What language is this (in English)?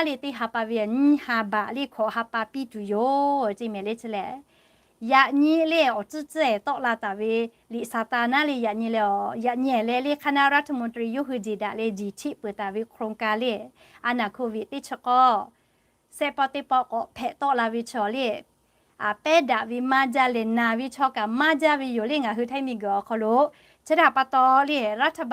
Lahu